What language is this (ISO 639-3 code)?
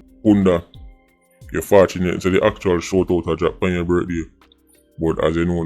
jam